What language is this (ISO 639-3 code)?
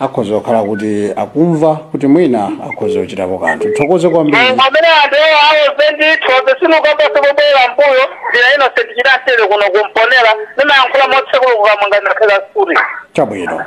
nya